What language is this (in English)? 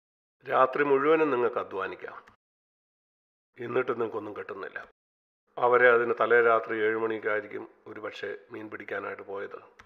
Malayalam